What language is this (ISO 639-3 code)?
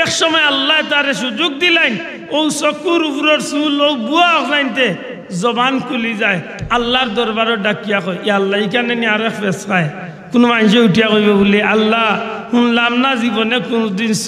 syl